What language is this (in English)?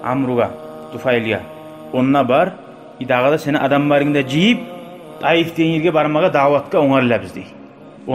Kumyk